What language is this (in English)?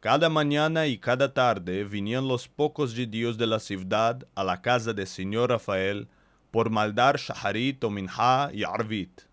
Ladino